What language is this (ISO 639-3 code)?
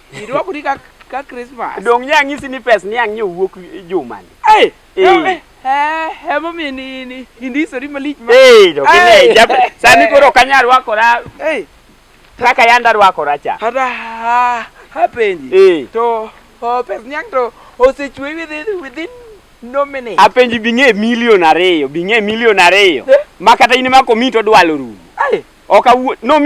luo